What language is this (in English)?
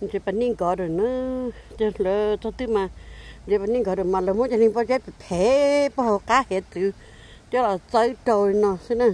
Hmong